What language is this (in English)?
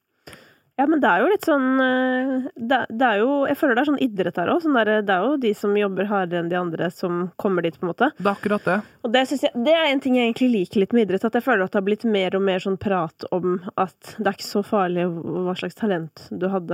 Norwegian